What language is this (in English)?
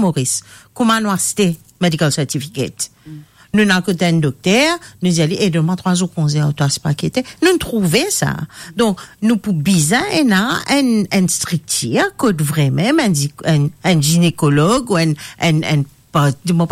Morisyen